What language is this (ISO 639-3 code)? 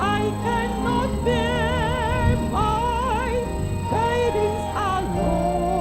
ewe